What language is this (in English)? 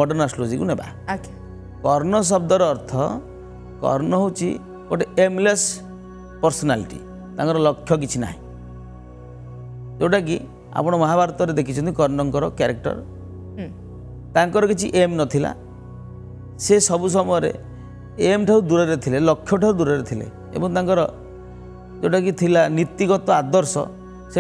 Odia